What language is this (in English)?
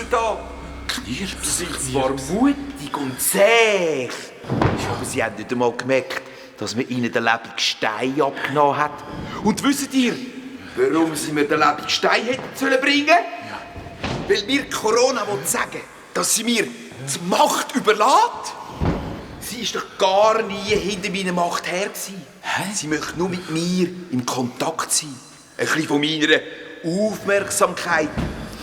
Swiss German